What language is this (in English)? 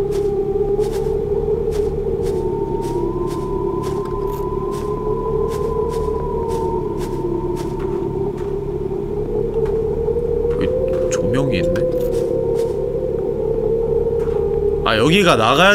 Korean